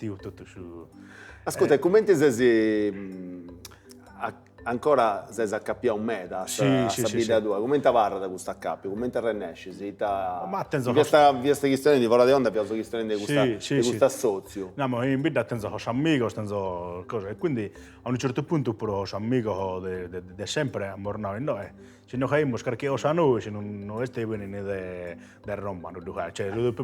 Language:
Sardinian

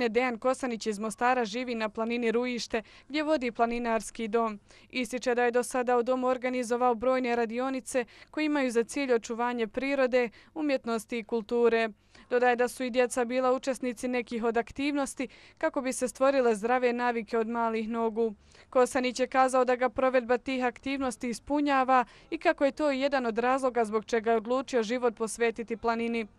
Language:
Bosnian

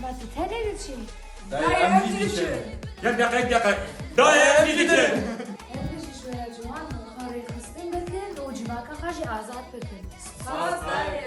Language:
Kurdish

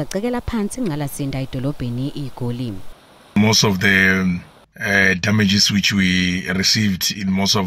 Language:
Zulu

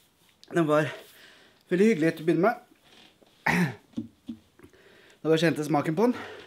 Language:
Norwegian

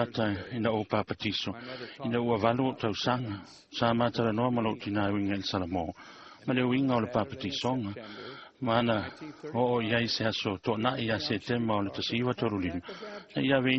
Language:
Samoan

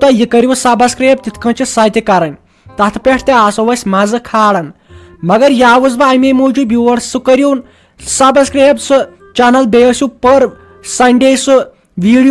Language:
Kashmiri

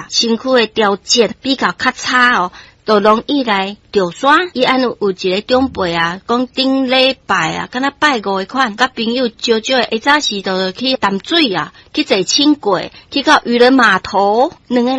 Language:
Min Nan Chinese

